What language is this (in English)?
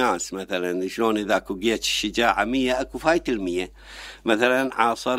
Mesopotamian Arabic